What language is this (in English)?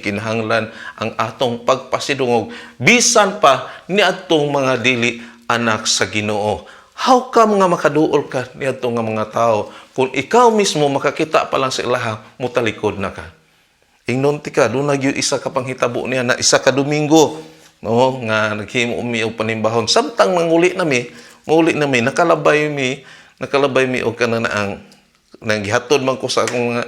Cebuano